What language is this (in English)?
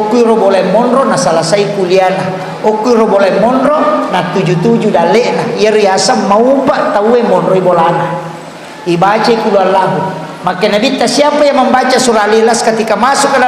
Buginese